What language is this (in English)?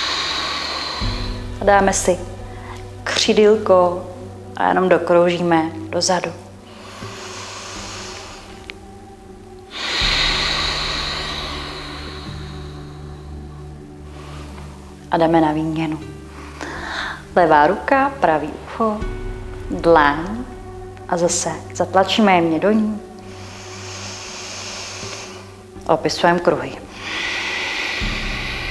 Czech